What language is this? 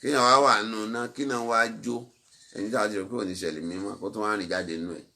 Yoruba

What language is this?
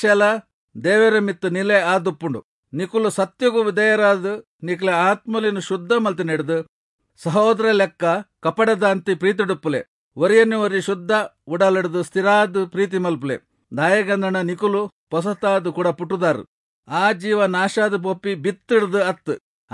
Tulu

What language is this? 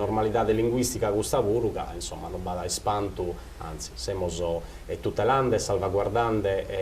Sardinian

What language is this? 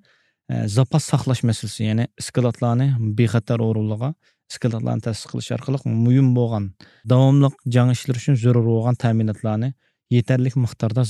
Uyghur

